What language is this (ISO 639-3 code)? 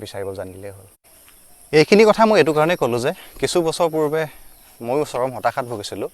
asm